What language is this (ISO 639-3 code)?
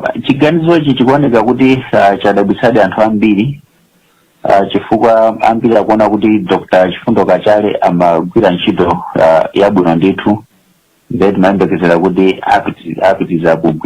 nya